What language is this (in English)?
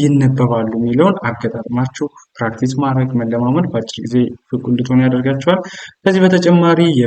Amharic